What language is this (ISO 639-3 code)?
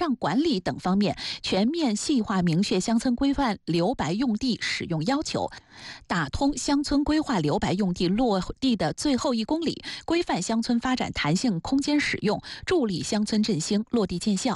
zho